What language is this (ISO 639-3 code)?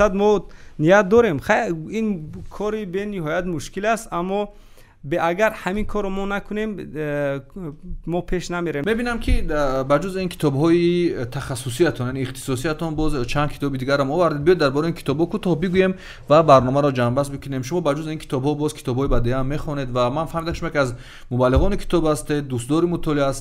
tgk